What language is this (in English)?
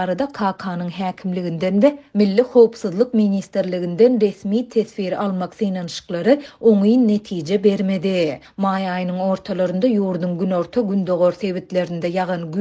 Turkmen